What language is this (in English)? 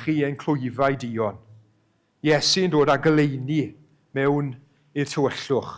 Welsh